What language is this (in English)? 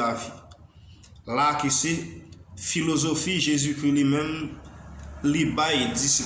Haitian Creole